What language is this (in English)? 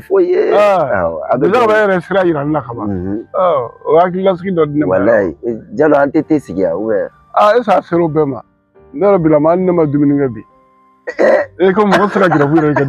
Bambara